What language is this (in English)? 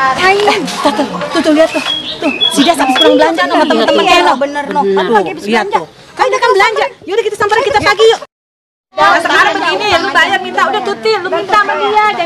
Betawi